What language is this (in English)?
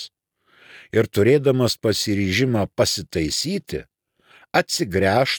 Lithuanian